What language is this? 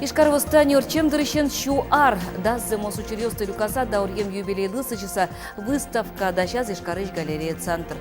Udmurt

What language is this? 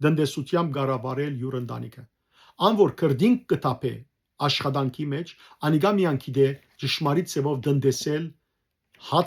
Western Armenian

